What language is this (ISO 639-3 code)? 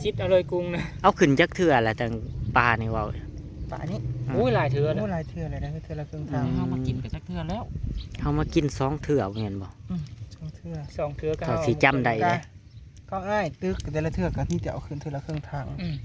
tts